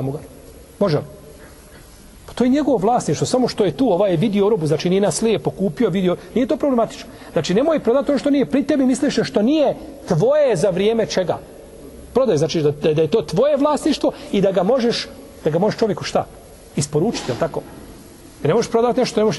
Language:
Bosnian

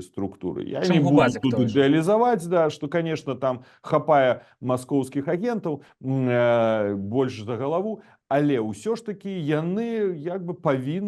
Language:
Belarusian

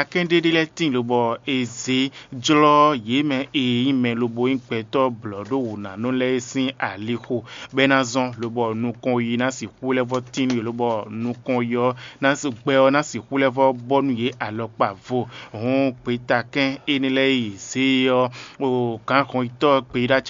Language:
Fon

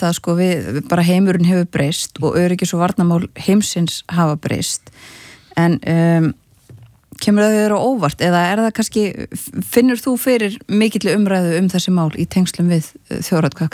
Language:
Icelandic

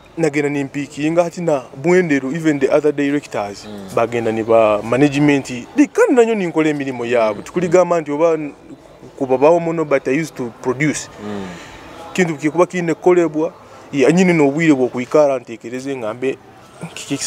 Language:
Nyoro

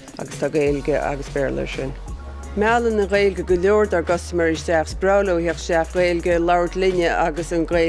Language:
Irish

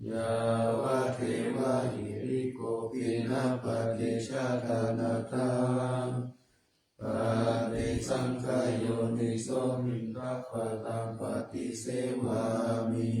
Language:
Pali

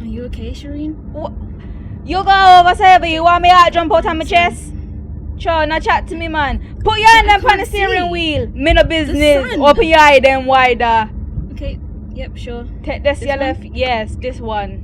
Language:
Jamaican Creole English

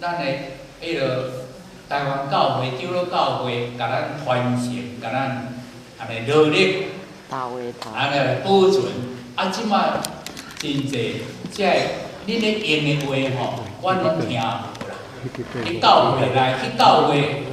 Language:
Min Nan Chinese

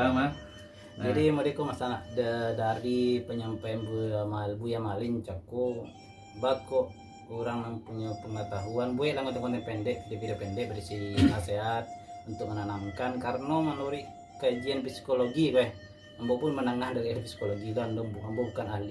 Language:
Minangkabau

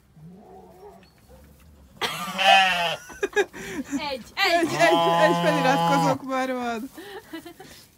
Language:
Hungarian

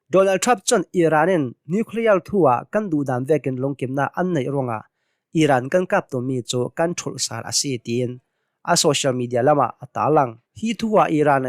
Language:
Hakha Chin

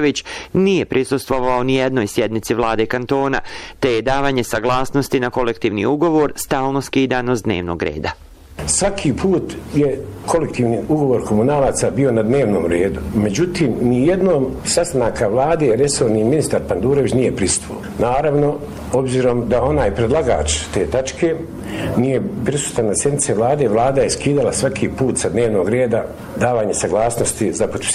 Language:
Bosnian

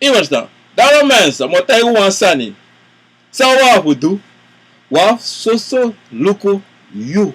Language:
Sranan Tongo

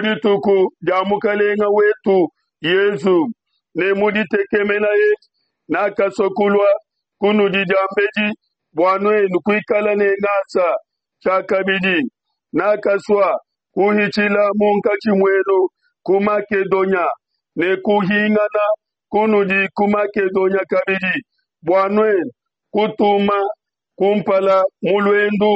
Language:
Luba-Lulua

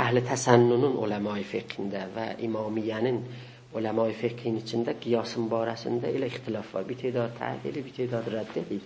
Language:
South Azerbaijani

